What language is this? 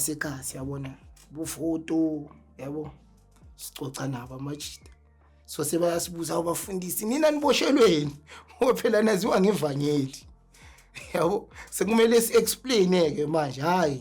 Zulu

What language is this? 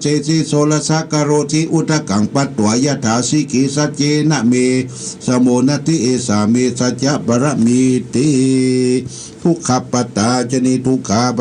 Pali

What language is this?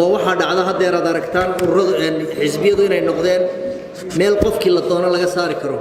Somali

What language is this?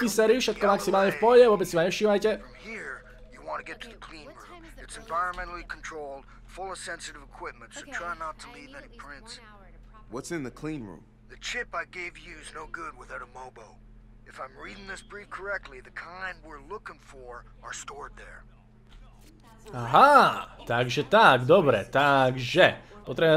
Slovak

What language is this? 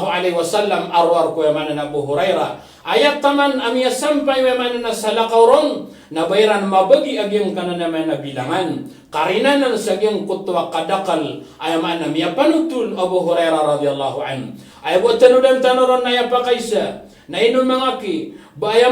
Maranao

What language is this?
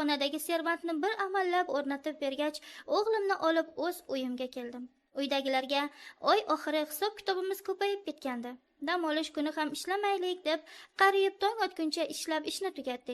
Uzbek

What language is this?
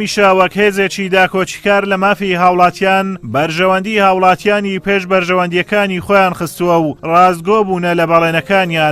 Central Kurdish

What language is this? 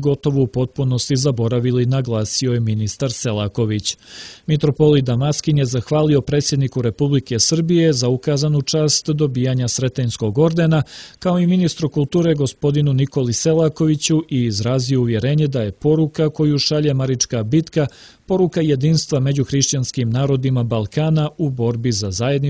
Serbian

